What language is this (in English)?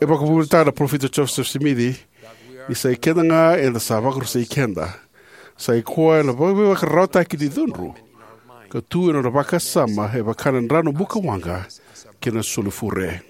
Fijian